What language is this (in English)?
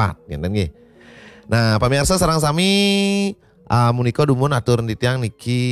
Balinese